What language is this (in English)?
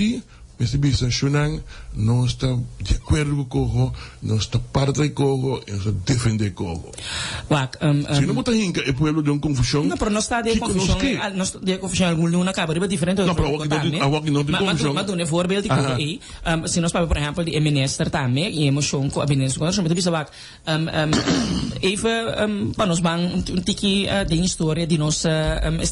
Papiamento